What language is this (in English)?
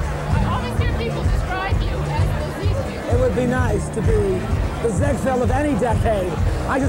English